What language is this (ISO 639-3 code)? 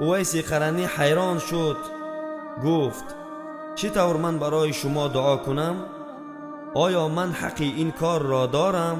tgk